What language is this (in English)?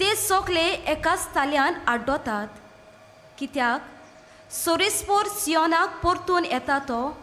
Konkani